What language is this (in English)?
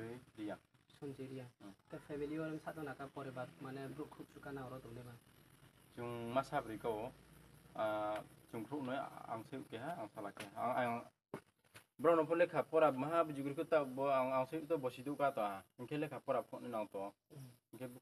Riang (India)